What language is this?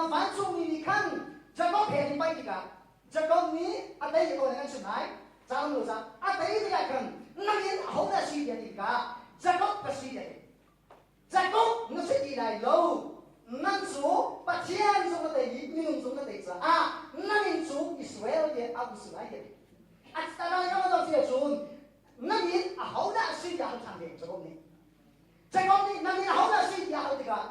Hakha Chin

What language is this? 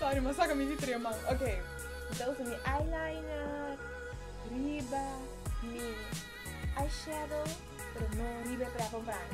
Papiamento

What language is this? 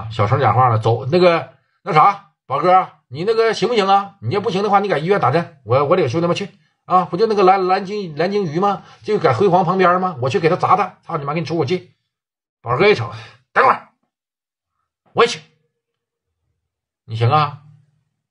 Chinese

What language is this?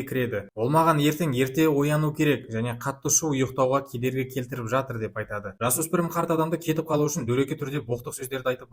Kazakh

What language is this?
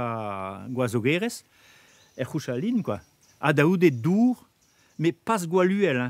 Breton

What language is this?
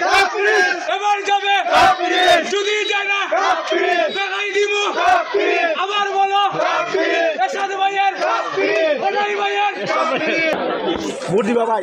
Sylheti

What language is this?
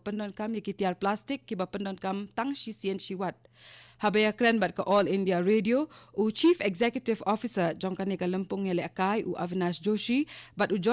Khasi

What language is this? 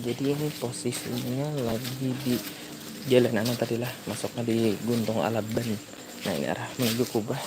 Banjar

